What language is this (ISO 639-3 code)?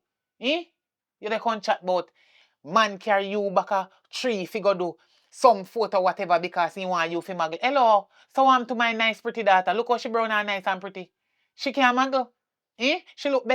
jam